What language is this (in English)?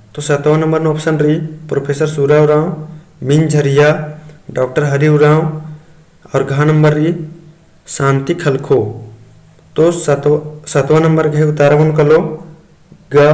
Kurukh